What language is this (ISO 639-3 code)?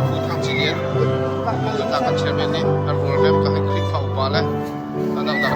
cnh